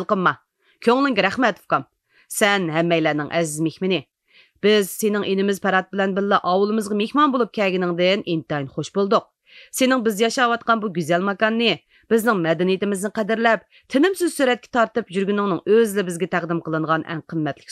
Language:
Uyghur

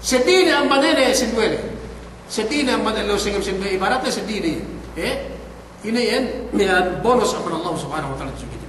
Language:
Yakan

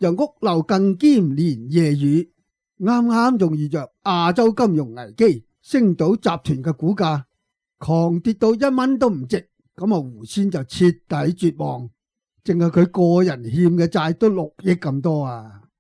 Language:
Cantonese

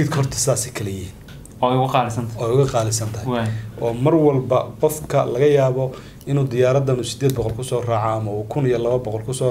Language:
Somali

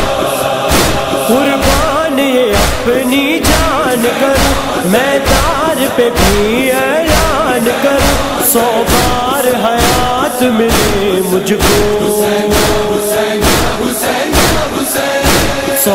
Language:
Urdu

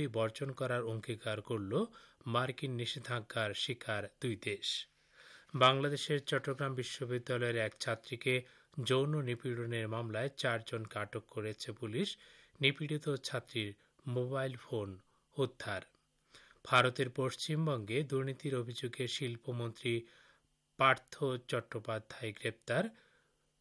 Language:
Bangla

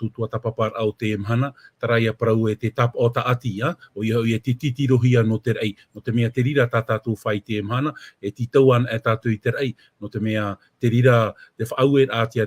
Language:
Tahitian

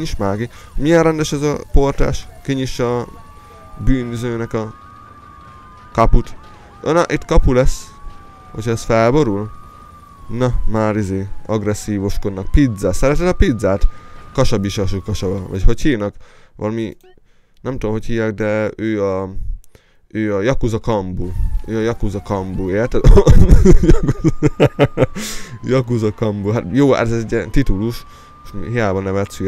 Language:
Hungarian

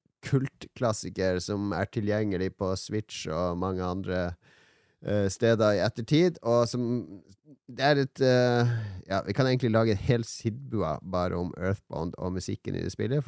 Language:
Norwegian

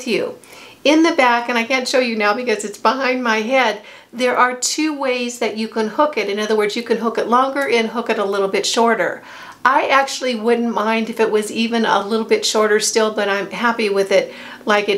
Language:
English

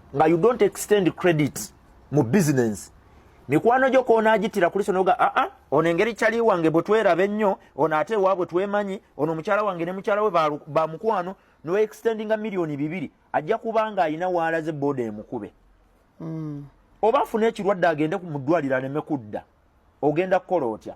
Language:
Ganda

